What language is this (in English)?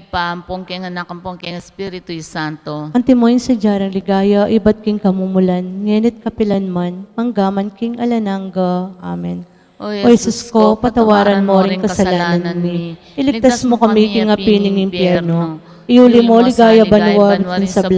Pampanga